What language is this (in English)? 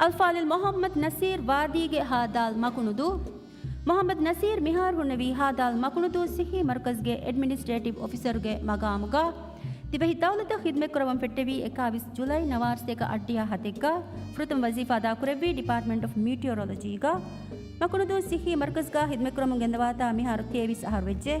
Divehi